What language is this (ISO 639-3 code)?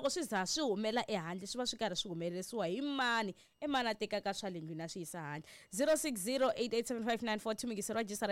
tso